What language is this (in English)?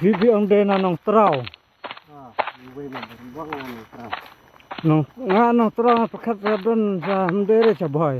Khasi